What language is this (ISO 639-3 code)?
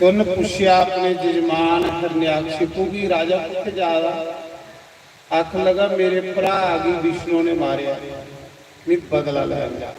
doi